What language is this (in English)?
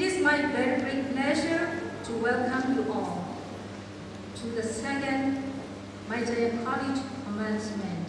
Kachin